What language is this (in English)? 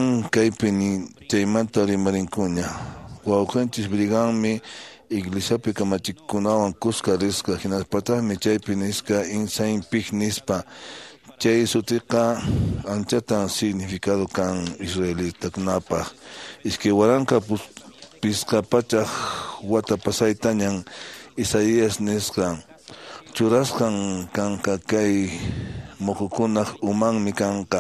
Quechua